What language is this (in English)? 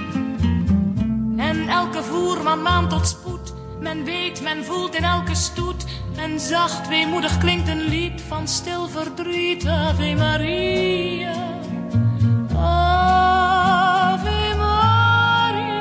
Dutch